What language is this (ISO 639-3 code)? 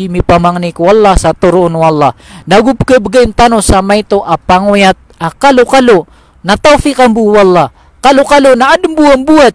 mrw